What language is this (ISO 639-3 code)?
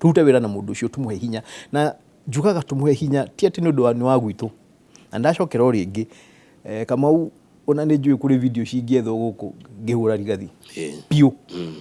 kik